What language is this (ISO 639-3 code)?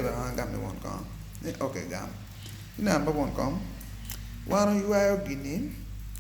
ach